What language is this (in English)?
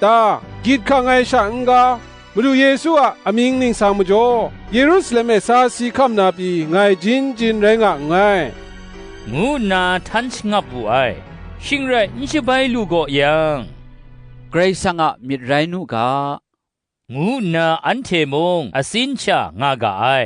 Kachin